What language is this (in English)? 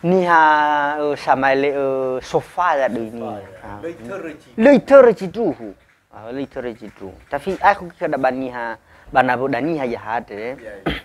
Nias